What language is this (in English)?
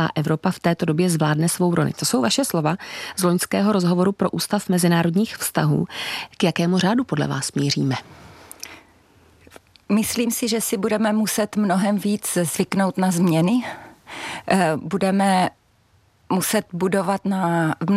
Czech